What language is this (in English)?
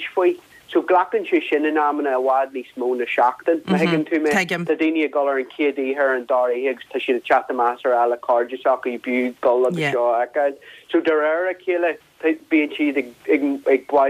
Irish